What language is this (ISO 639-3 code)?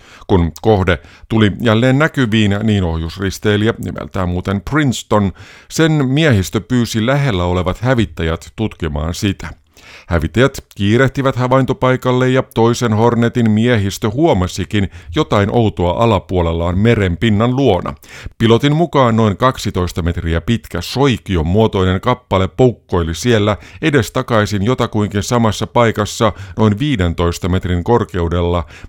fin